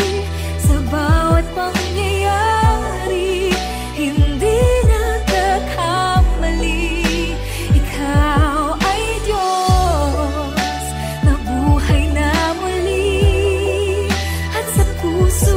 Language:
Filipino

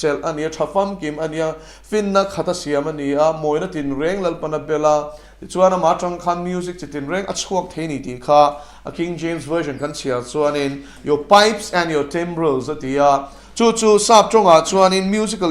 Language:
Mizo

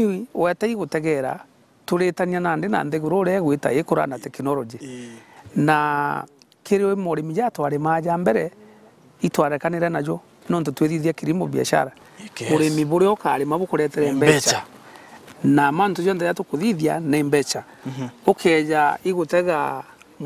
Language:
Meru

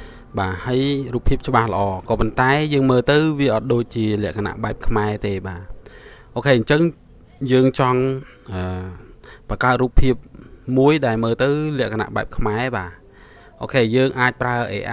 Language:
Khmer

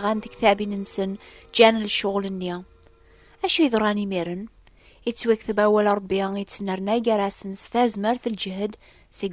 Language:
Kabyle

